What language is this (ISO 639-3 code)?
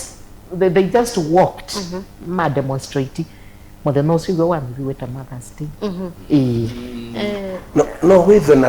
kam